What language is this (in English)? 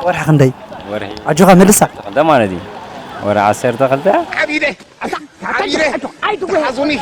Tigrinya